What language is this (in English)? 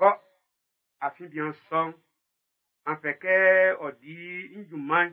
Baoulé